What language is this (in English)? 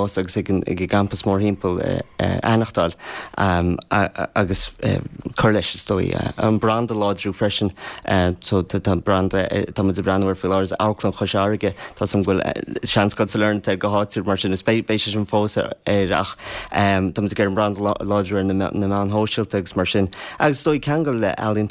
Irish